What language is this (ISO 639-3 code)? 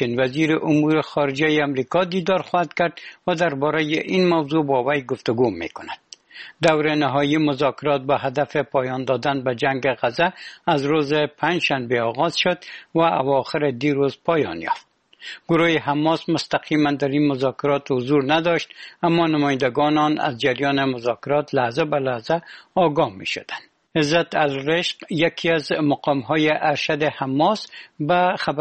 fas